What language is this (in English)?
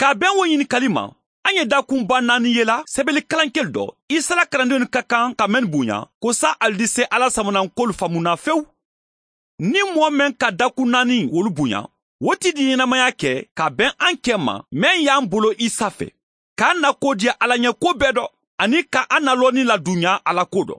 Mandingo